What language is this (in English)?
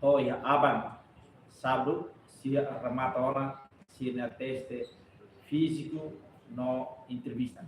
Tetum